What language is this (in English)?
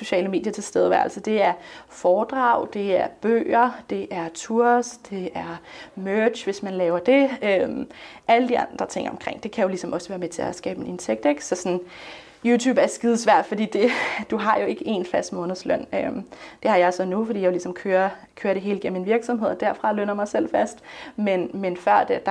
Danish